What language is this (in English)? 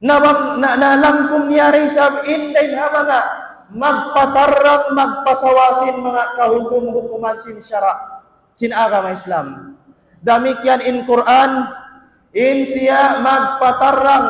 Tausug